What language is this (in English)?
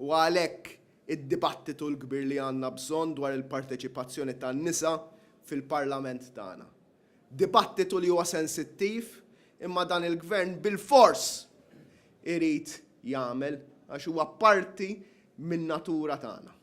Maltese